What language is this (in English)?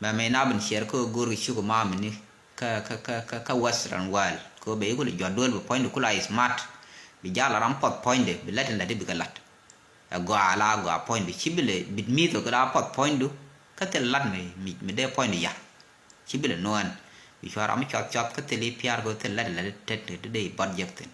Nuer